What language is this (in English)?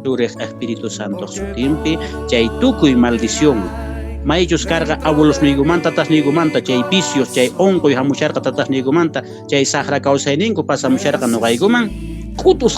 Quechua